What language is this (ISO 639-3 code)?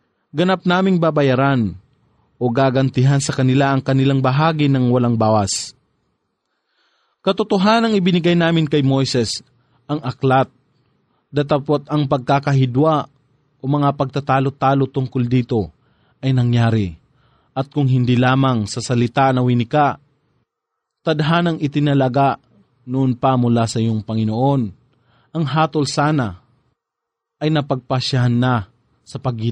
fil